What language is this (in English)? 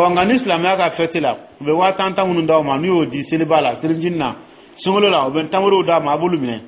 Dyula